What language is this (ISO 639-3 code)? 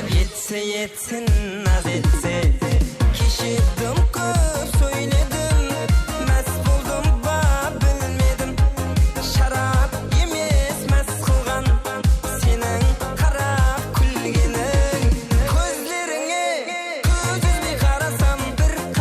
kaa